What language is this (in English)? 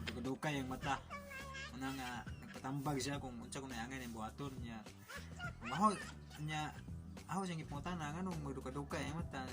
Cebuano